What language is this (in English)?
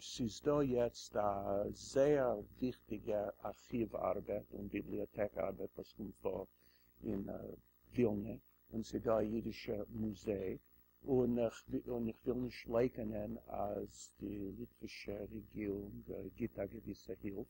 Yiddish